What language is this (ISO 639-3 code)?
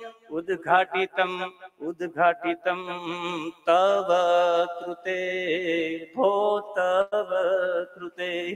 guj